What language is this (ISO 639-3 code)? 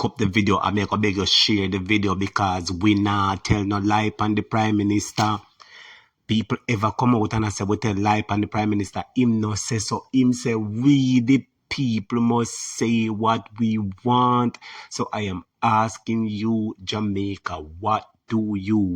jam